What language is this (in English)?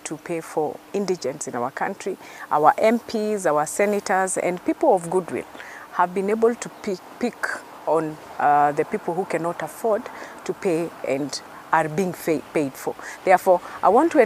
Gusii